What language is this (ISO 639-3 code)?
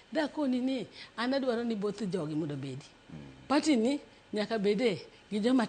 luo